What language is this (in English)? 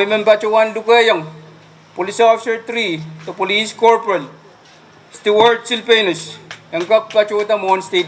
Pohnpeian